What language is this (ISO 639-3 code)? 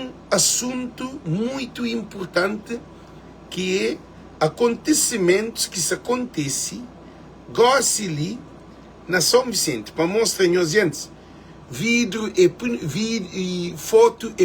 kea